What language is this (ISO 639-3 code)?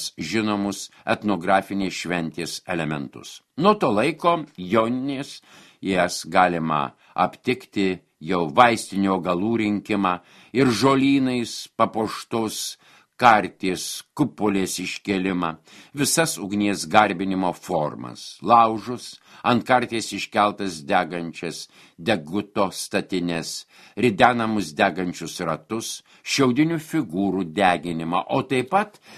lit